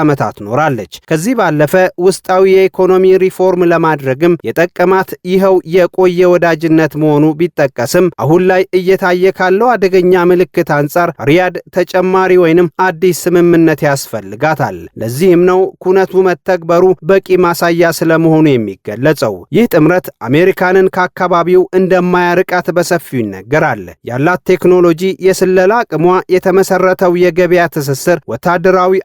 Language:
Amharic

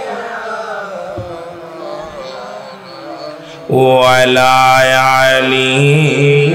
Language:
Bangla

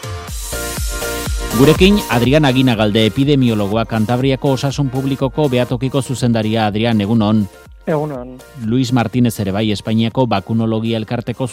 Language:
Basque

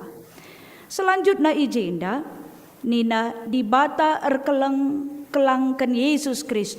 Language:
Batak Karo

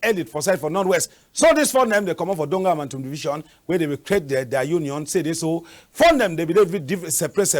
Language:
Cameroon Pidgin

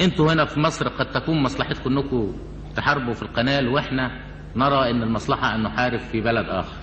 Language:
Egyptian Arabic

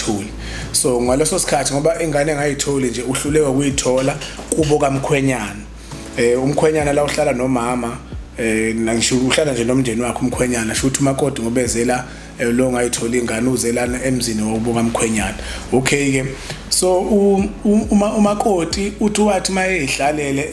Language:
Zulu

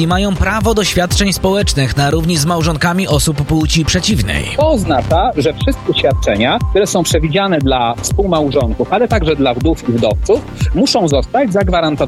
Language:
Polish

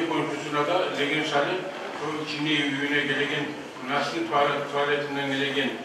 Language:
Kumyk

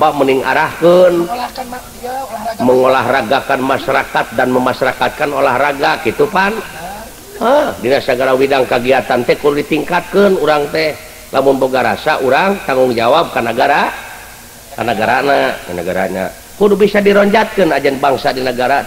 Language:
Sundanese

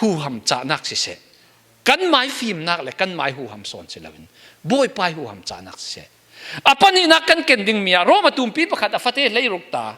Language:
Falam Chin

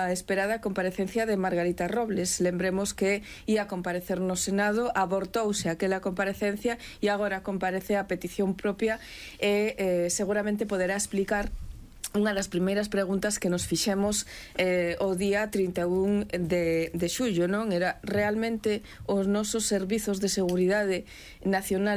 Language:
Galician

